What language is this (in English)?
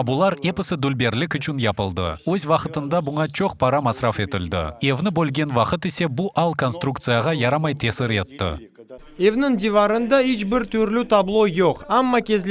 Crimean Tatar